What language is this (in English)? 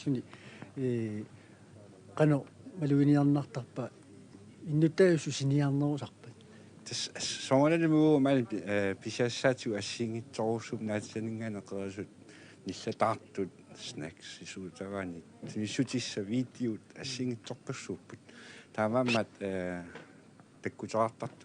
Kalaallisut